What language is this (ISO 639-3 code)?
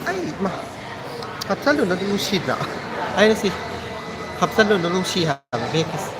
mni